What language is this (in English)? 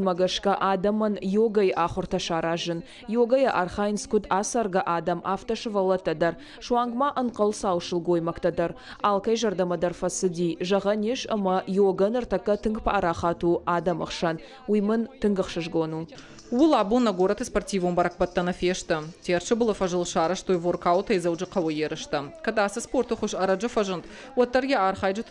Ossetic